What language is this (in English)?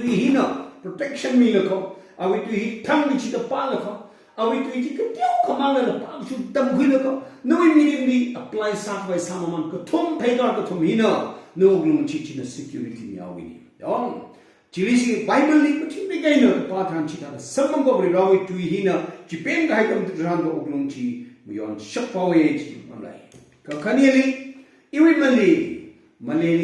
Tangkhul Naga (India)